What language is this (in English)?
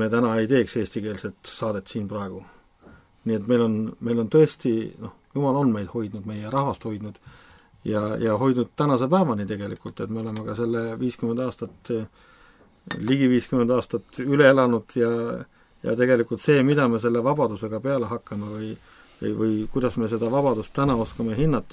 Estonian